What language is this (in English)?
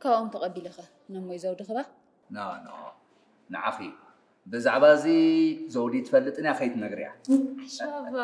Tigrinya